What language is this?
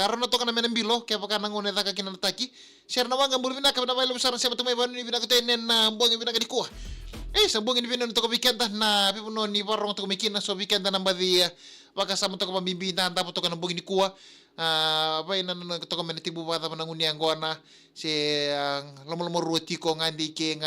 Fijian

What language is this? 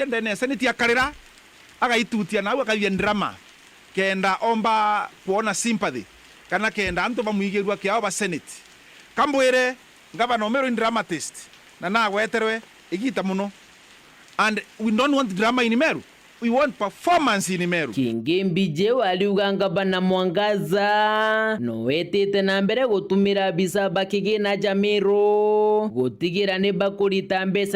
Meru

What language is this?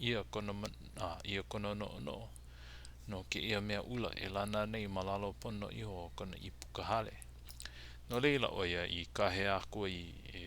Hawaiian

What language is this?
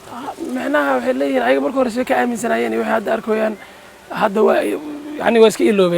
Somali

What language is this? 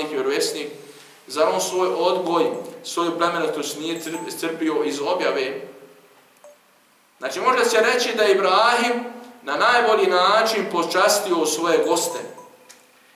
Bosnian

